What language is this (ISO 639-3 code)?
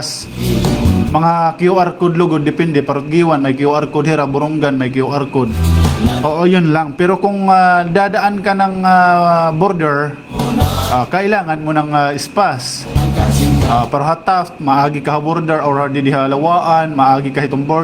war